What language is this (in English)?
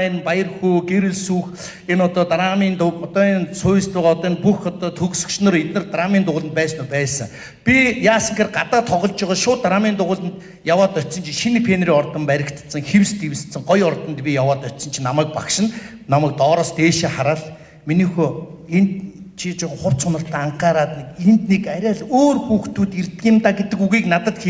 Mongolian